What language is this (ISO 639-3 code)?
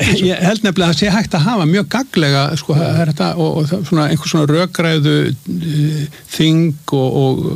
isl